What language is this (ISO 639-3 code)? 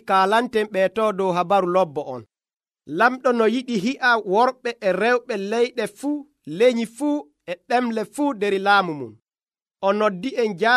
fuv